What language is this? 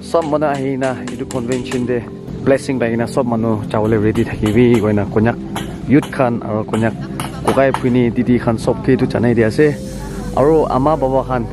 Naga Pidgin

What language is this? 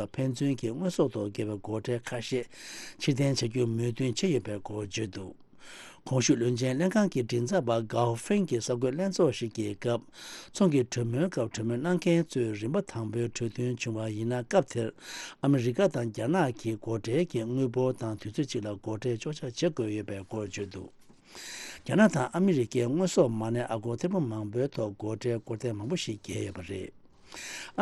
Tibetan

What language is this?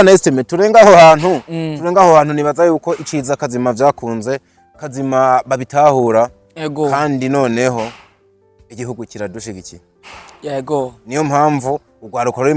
Rundi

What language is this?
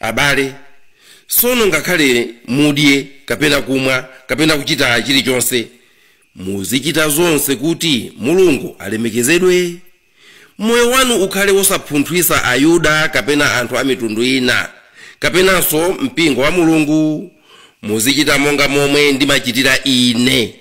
Nyanja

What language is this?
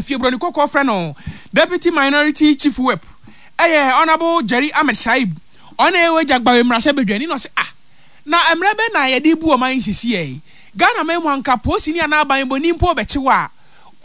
Akan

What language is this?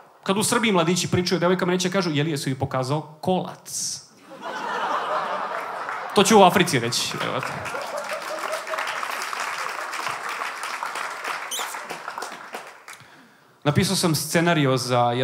Serbian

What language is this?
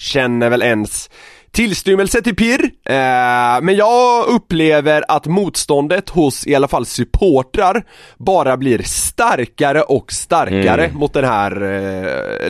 Swedish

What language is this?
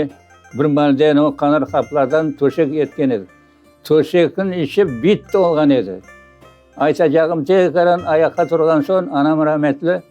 Crimean Tatar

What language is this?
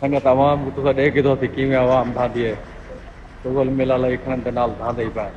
Saraiki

